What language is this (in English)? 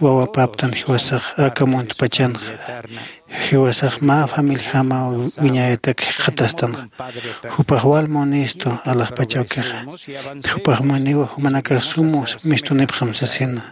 Aymara